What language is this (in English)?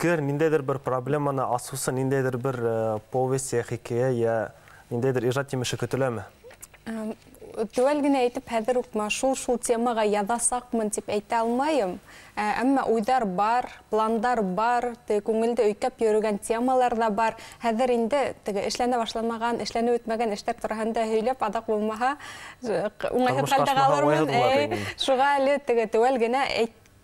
Bashkir